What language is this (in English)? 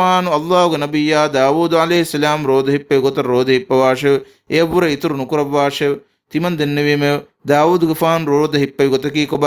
Divehi